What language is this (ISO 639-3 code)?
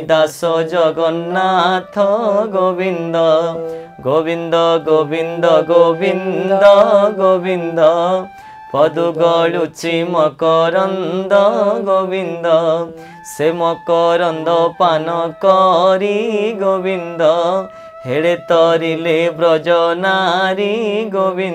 ori